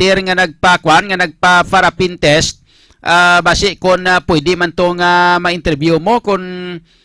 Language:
Hiligaynon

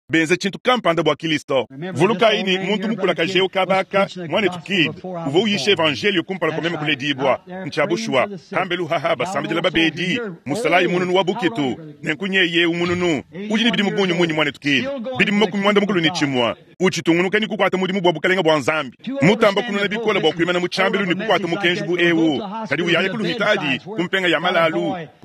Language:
Luba-Lulua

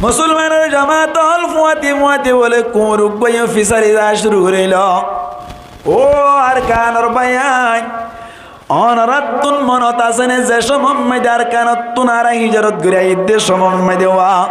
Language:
Rohingya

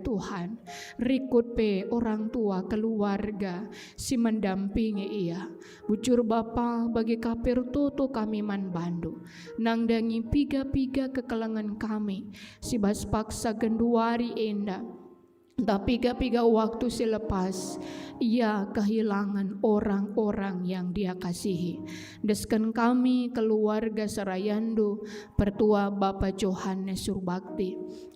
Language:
Batak Karo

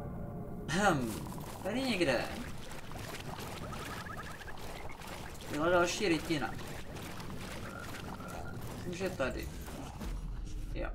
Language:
Czech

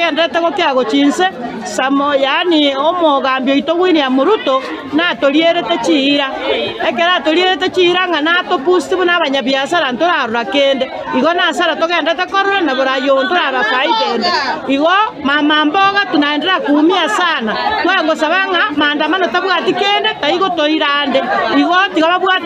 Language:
Gusii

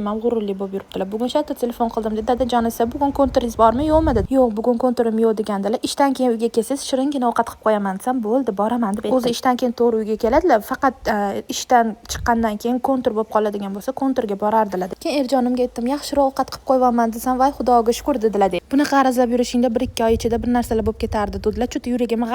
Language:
Uzbek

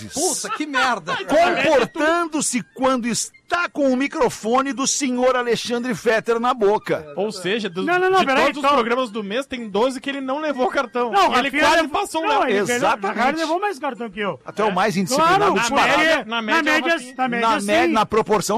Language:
Portuguese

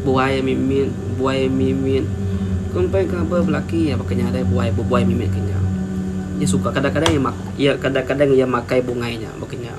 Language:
Iban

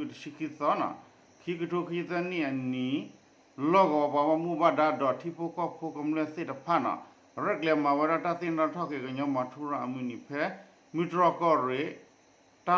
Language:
S'gaw Karen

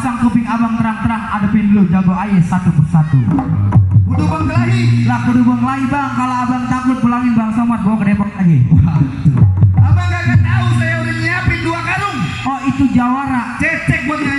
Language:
Betawi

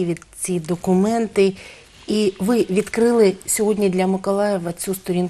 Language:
Ukrainian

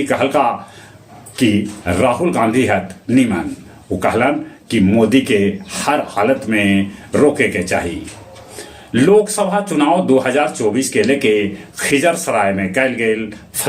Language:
Magahi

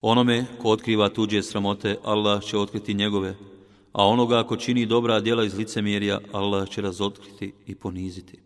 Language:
Bosnian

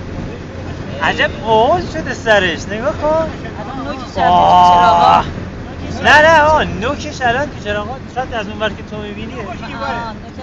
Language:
Persian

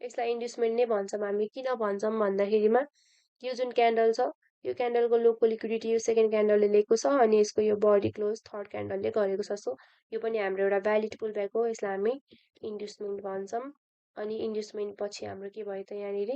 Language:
Nepali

